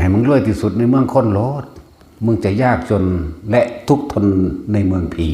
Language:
Lao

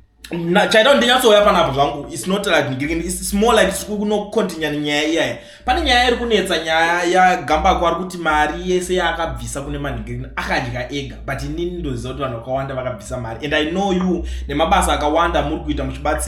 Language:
Shona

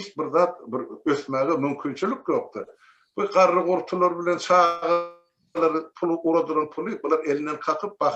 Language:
Turkmen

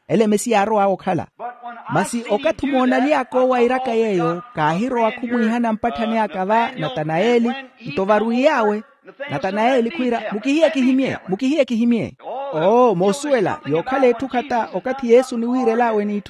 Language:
Makhuwa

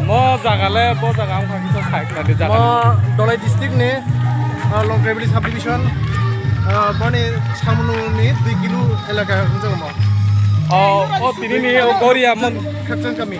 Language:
Kok Borok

